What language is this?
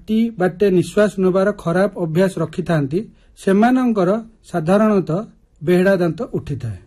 Odia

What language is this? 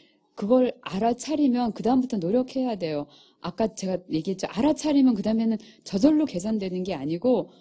Korean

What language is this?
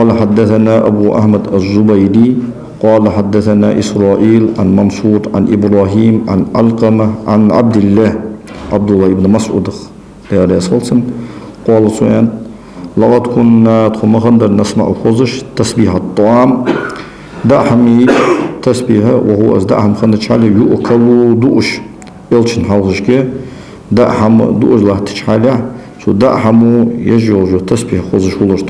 Ingush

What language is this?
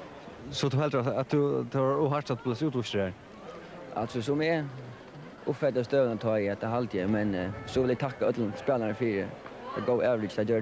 Faroese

